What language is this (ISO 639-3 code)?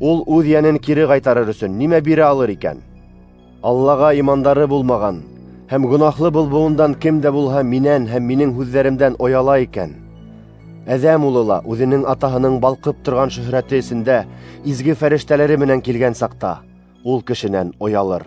bak